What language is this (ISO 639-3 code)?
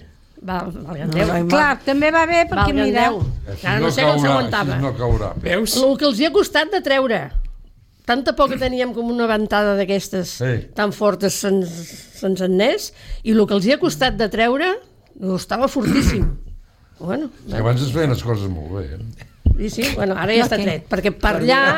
cat